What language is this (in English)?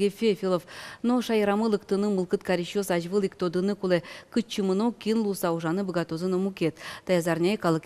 Udmurt